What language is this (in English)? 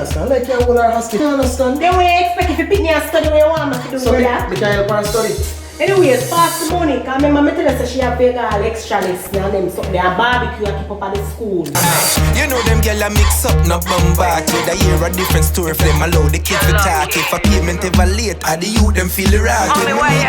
Jamaican Creole English